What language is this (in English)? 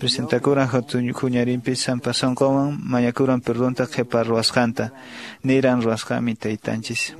Quechua